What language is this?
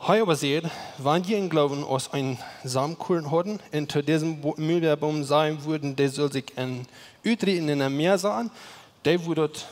Plautdietsch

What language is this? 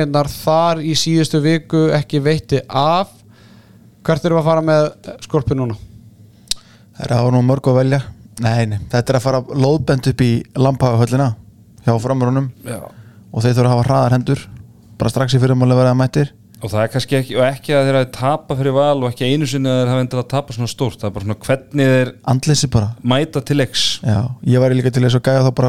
Icelandic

